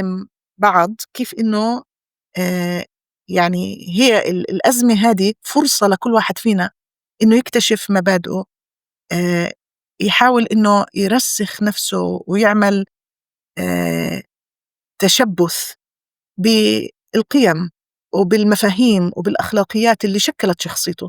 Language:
North Levantine Arabic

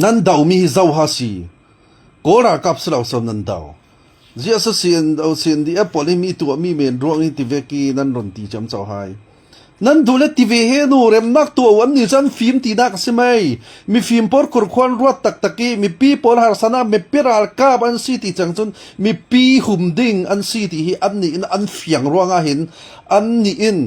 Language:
Falam Chin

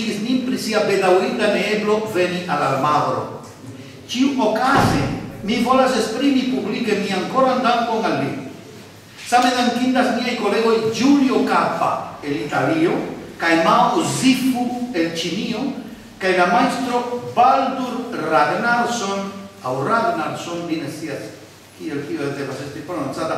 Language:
Esperanto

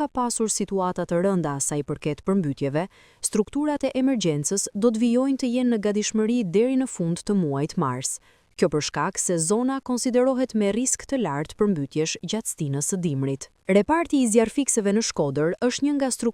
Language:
Albanian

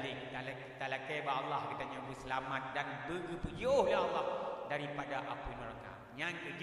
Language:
Achinese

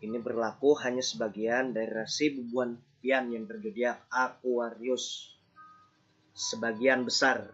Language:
Banjar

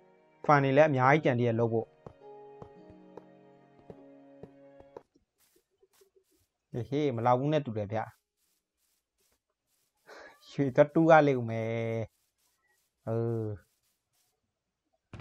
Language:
Burmese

